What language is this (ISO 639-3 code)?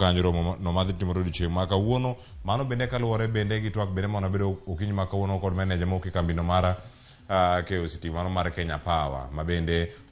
luo